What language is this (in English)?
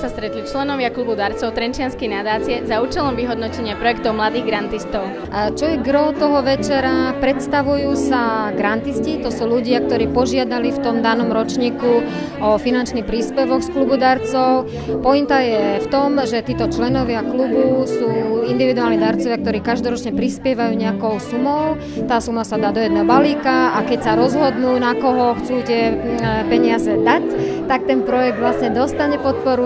Slovak